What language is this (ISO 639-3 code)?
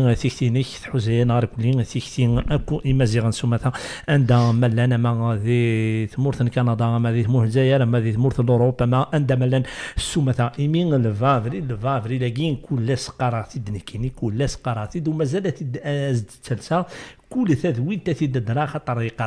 kab